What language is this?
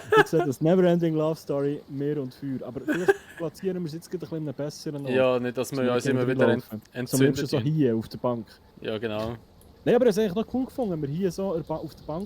Swiss German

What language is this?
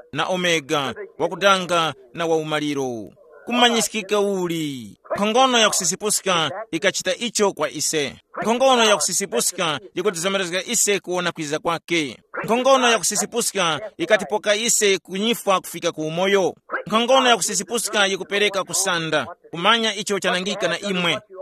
Tumbuka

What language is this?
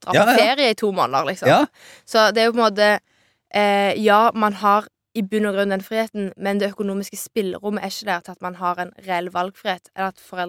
Norwegian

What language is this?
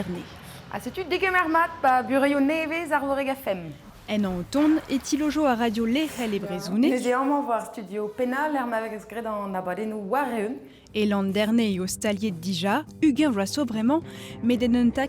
Breton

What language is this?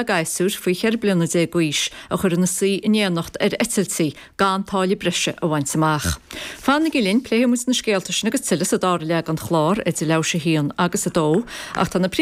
Irish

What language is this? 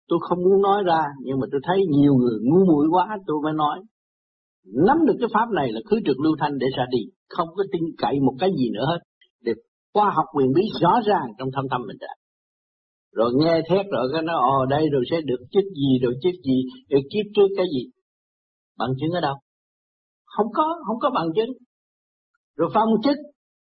Vietnamese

